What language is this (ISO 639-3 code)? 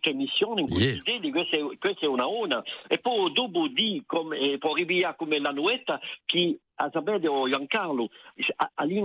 cos